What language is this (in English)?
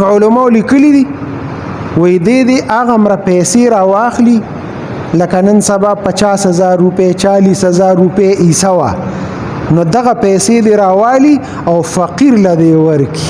Pashto